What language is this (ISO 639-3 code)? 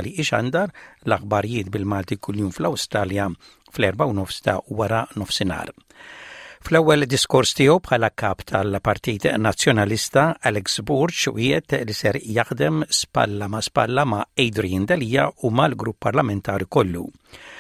mlt